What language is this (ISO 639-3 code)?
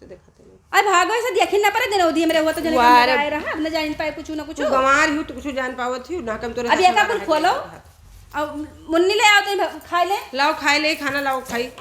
awa